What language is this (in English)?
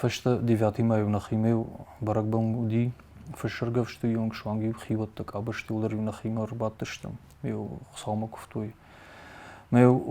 Ossetic